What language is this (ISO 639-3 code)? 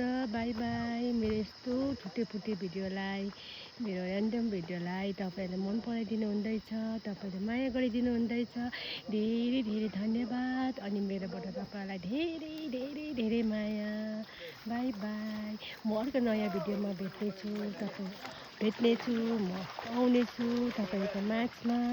nep